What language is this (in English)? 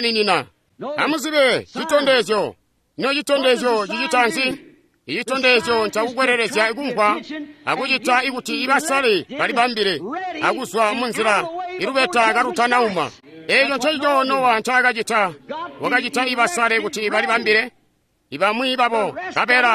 Tonga (Zambia)